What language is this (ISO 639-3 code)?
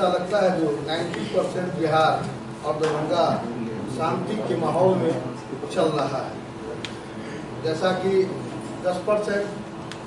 hin